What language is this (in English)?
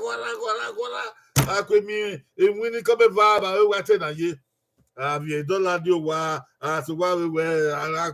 Bini